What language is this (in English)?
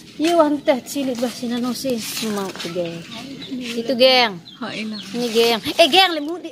Sasak